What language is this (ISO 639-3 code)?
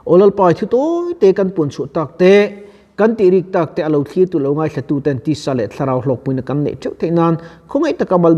lus